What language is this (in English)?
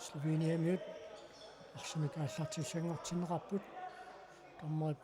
Kalaallisut